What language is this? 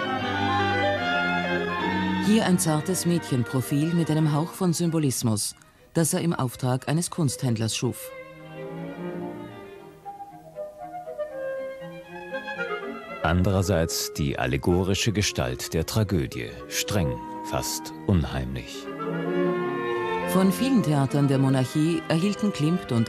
German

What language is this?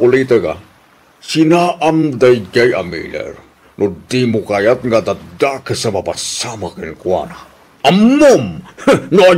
Iloko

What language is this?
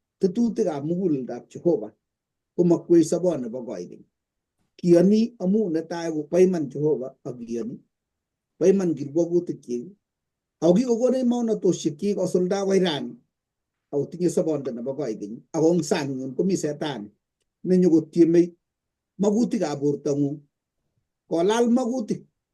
Kalenjin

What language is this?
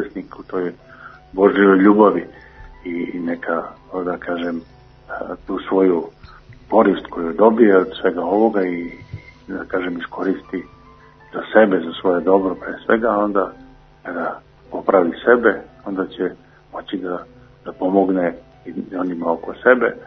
Serbian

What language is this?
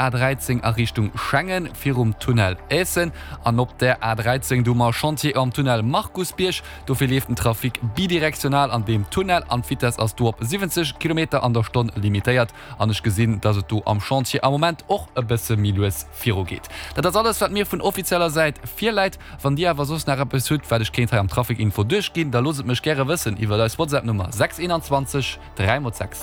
Luxembourgish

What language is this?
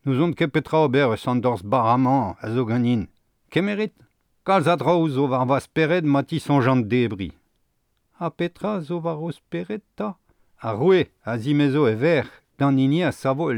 Breton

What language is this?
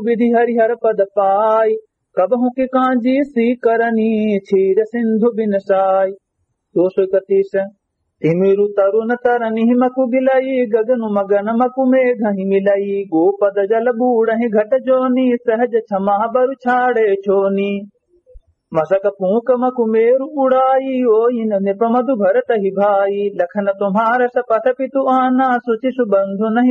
Awadhi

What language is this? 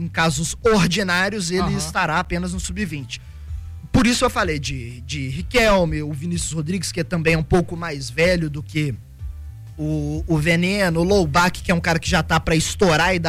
Portuguese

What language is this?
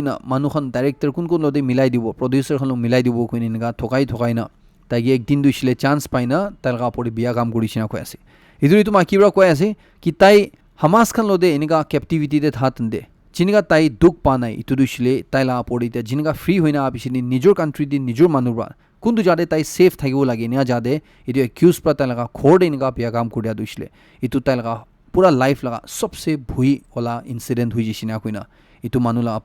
Naga Pidgin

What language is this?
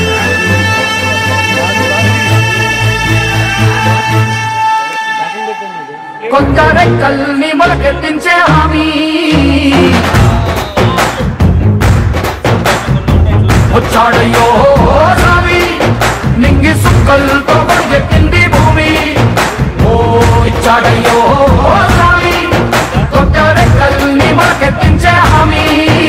Telugu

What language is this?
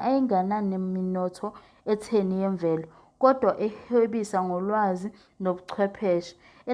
Zulu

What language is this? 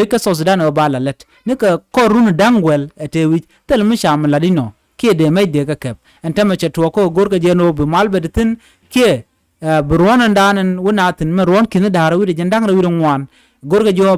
Nuer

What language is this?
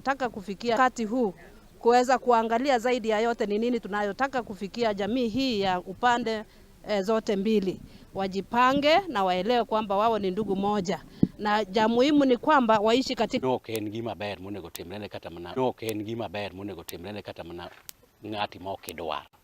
Luo (Kenya and Tanzania)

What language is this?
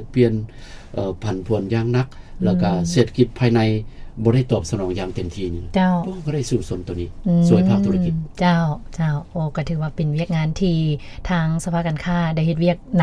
Lao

